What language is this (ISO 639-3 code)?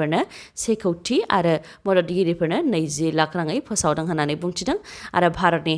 brx